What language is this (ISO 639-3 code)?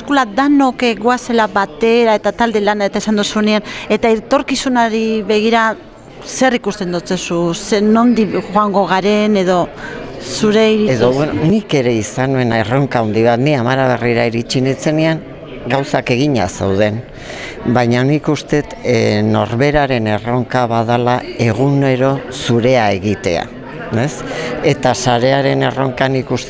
eus